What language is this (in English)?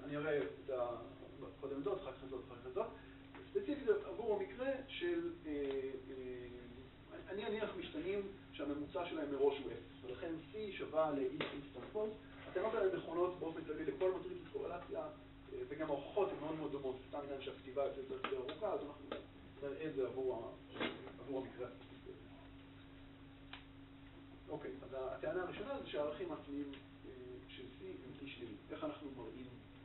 Hebrew